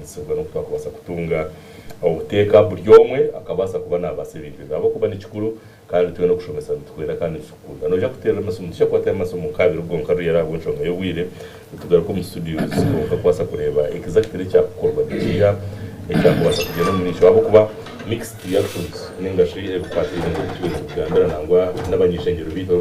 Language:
Nyankole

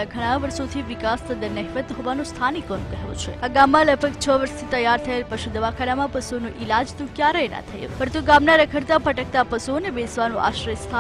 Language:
Gujarati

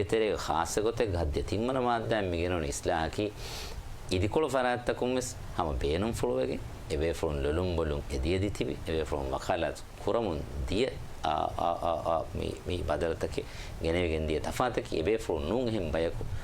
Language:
Divehi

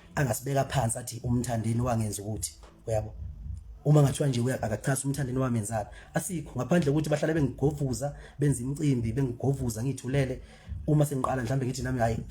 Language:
Zulu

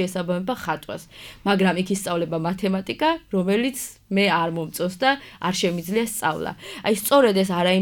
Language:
Georgian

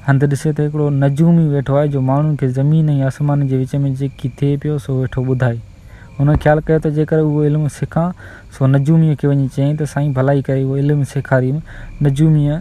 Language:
Sindhi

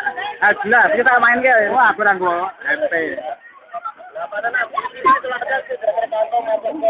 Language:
Indonesian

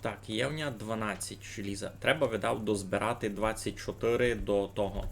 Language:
Rusyn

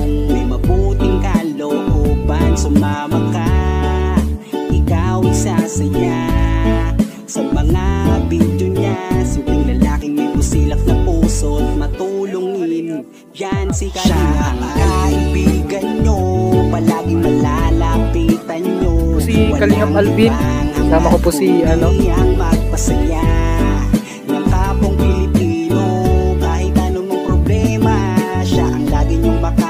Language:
Filipino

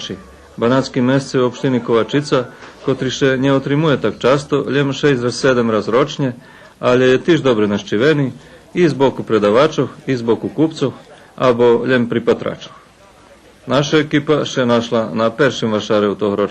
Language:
Rusyn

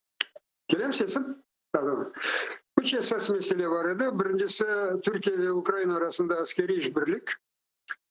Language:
Crimean Tatar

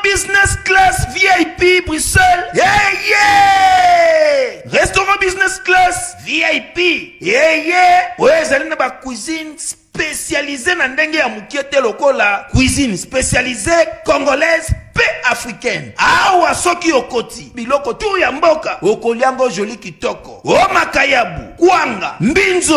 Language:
Lingala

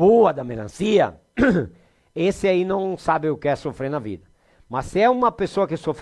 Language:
Venetian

